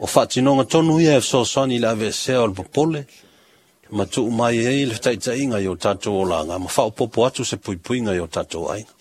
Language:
Samoan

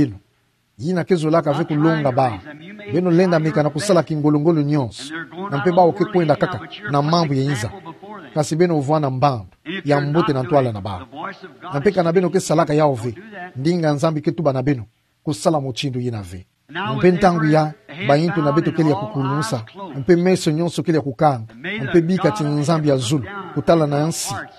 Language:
Kituba (Democratic Republic of Congo)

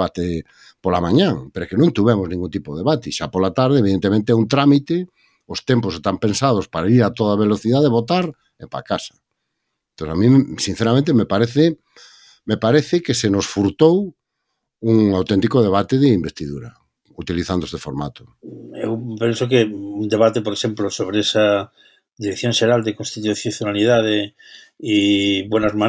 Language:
Galician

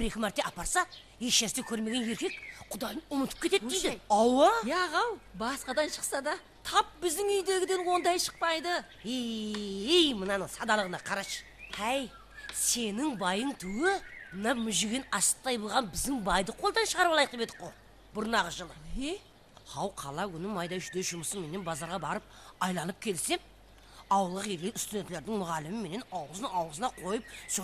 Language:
Kara-Kalpak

